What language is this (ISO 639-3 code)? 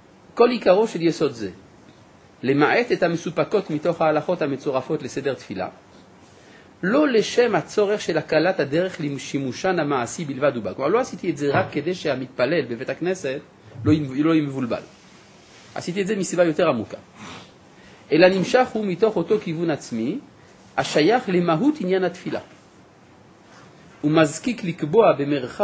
heb